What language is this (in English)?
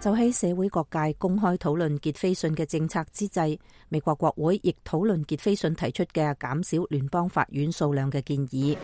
Cantonese